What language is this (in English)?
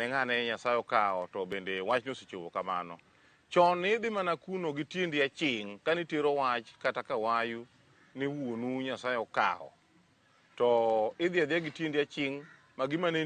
Luo (Kenya and Tanzania)